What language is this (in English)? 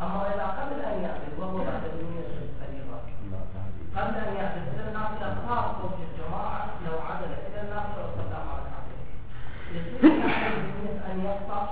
Mesopotamian Arabic